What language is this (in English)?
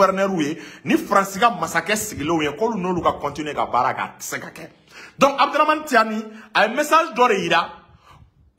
Bambara